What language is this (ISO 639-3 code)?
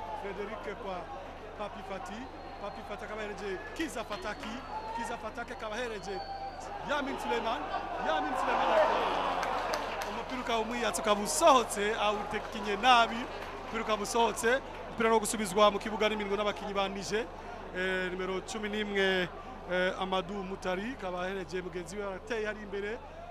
run